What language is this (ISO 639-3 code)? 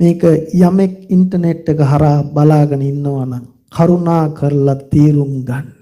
sin